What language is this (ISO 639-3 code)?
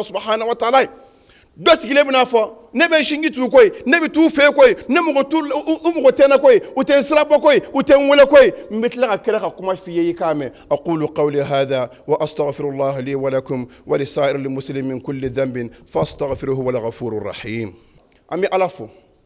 bam